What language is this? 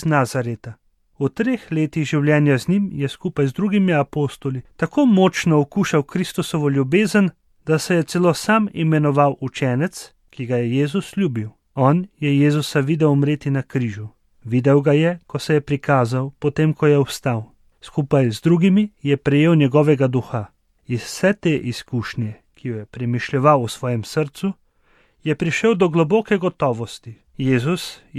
Slovenian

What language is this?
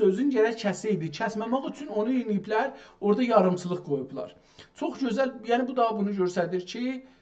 South Azerbaijani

